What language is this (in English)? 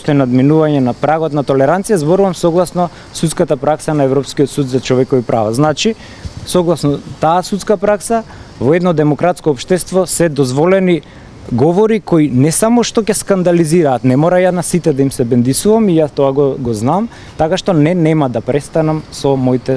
Macedonian